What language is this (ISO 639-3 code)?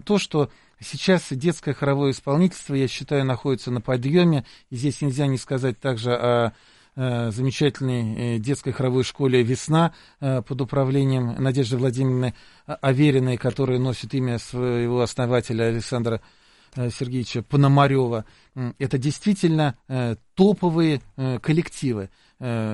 rus